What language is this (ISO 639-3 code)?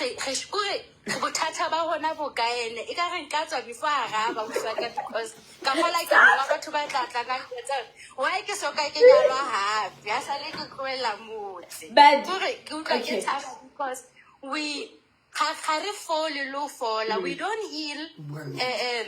sot